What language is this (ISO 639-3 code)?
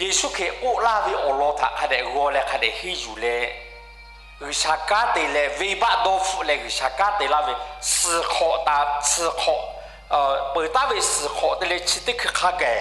lhu